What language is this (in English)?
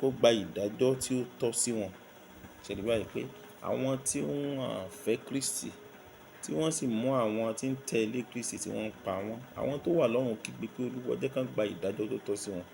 Yoruba